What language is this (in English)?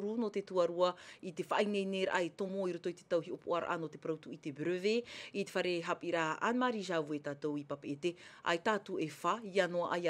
Tahitian